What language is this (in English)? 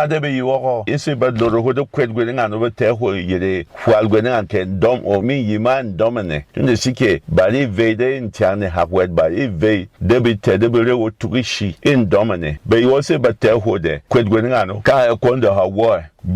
Berom